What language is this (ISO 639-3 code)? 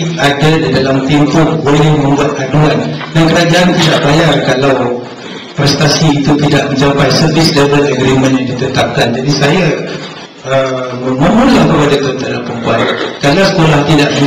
msa